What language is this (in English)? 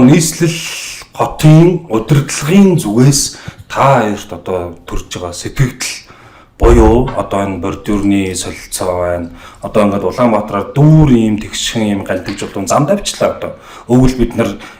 Mongolian